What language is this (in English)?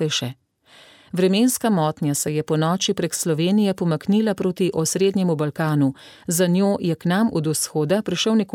Slovenian